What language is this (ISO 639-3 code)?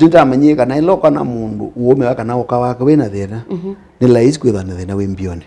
kam